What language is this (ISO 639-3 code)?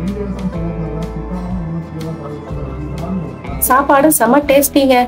tam